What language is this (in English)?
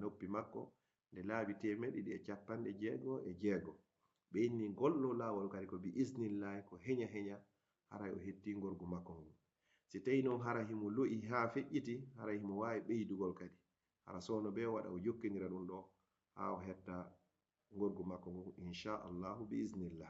Fula